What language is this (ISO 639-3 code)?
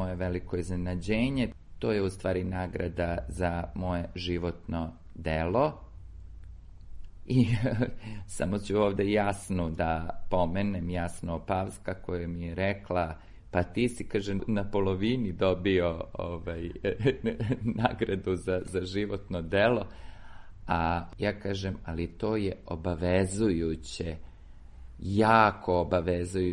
srp